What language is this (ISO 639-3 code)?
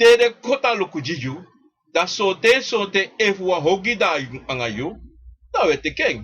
srn